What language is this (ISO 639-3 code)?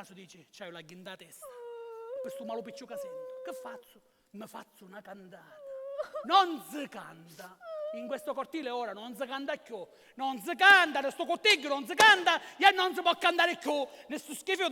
scn